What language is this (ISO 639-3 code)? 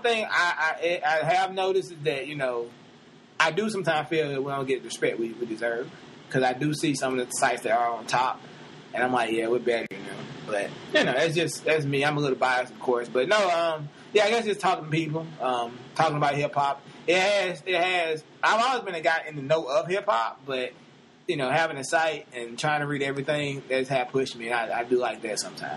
eng